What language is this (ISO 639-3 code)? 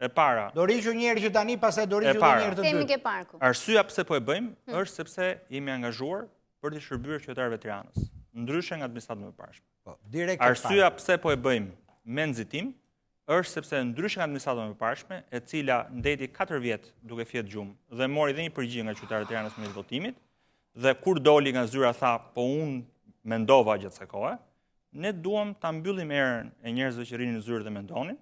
sqi